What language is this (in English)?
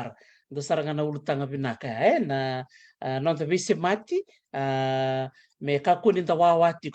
Fijian